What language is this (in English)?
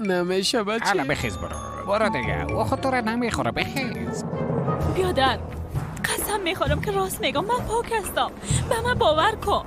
Persian